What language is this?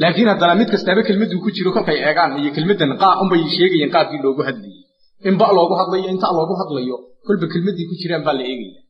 Somali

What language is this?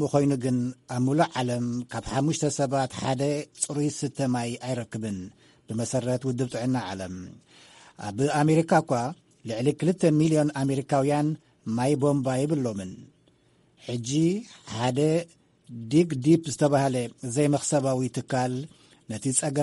Tigrinya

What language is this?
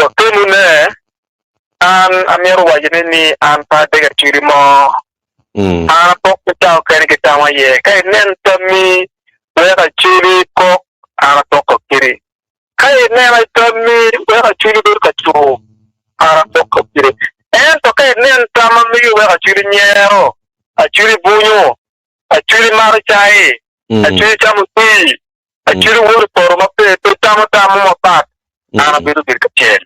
Acoli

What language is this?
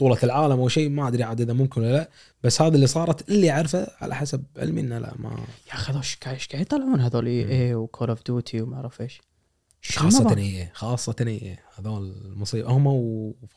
Gulf Arabic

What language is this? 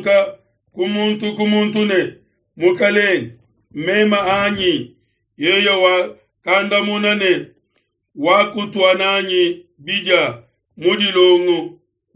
Luba-Lulua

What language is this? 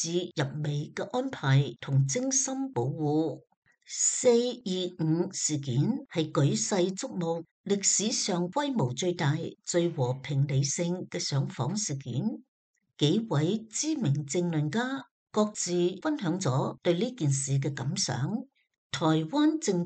Cantonese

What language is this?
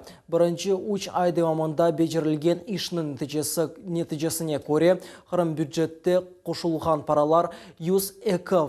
Crimean Tatar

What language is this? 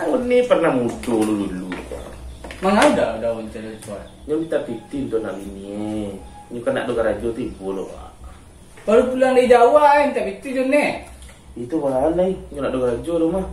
Minangkabau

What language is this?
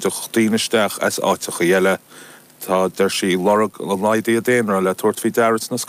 Irish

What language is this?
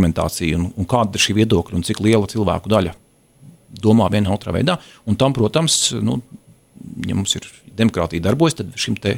Latvian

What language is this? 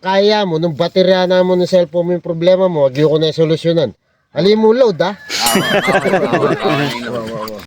Pampanga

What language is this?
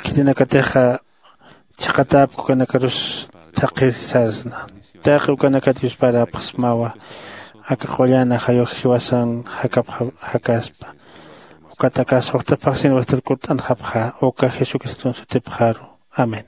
Aymara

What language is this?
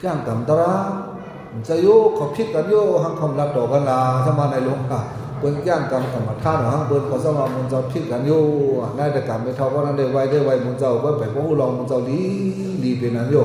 Shan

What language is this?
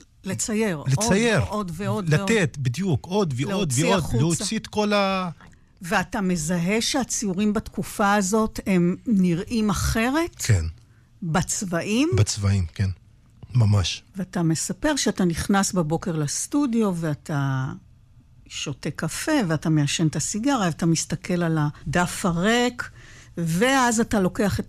Hebrew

